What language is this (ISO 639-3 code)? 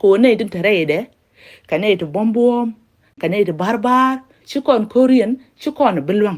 nus